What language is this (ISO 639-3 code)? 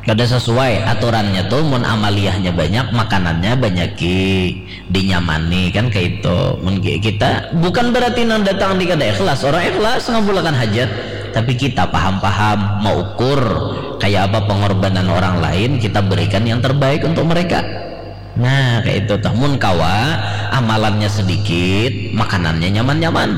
bjn